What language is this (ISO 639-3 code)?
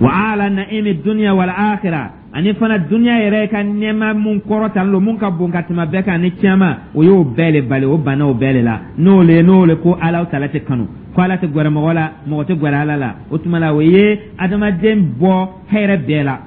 dyu